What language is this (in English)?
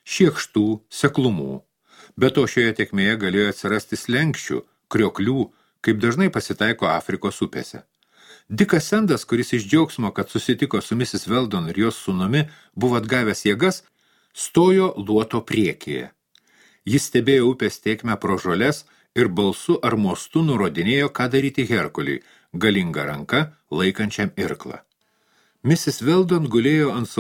Lithuanian